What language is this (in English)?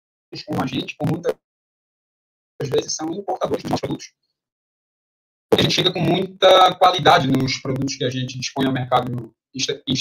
Portuguese